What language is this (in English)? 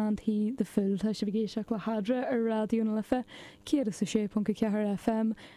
Irish